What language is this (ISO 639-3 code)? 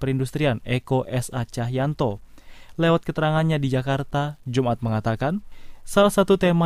ind